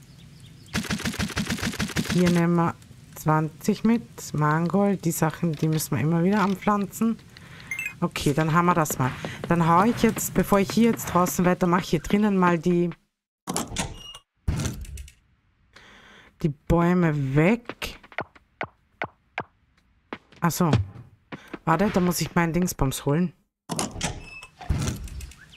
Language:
German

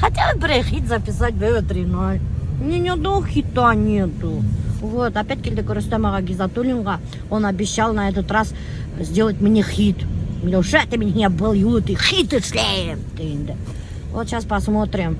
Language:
Bashkir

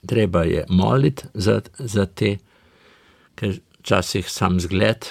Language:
Slovenian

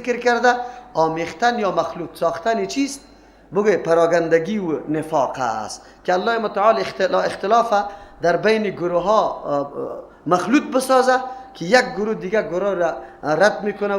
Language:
Persian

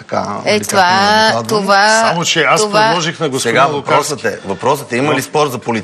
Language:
Bulgarian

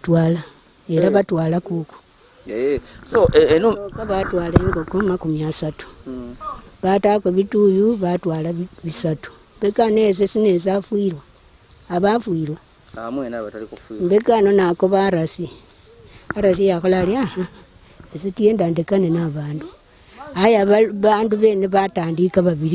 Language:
Ganda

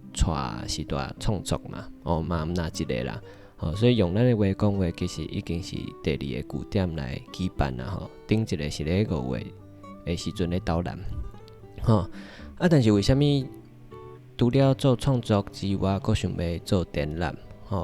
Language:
Min Nan Chinese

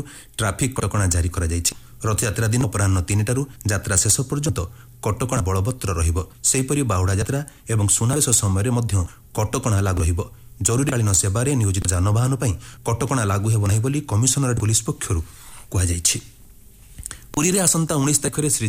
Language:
Odia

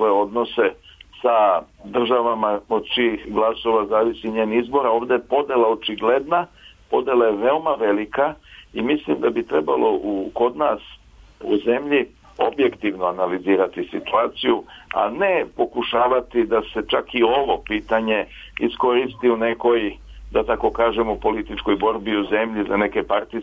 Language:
Serbian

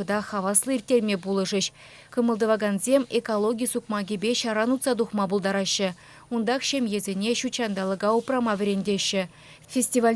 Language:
Chuvash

